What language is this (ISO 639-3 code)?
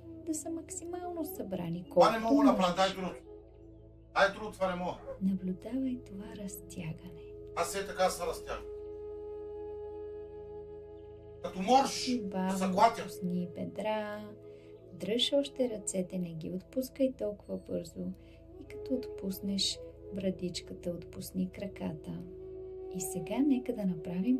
bul